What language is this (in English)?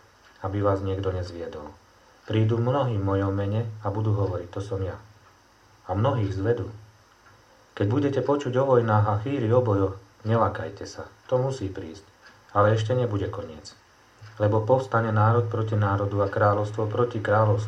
Slovak